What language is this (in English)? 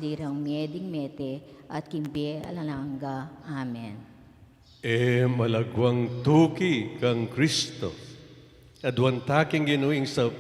Pampanga